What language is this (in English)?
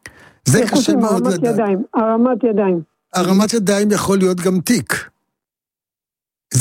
Hebrew